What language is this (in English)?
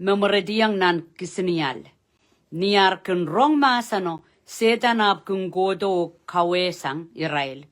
Pohnpeian